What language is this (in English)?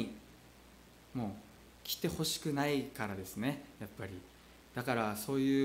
Japanese